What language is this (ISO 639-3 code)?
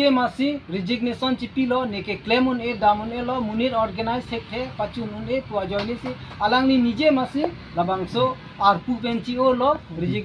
mjw